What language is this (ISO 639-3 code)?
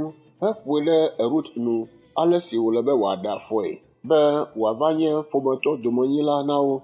ewe